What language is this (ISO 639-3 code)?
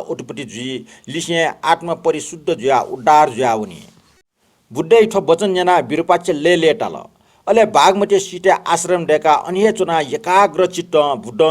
new